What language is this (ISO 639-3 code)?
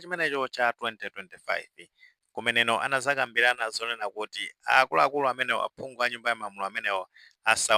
nya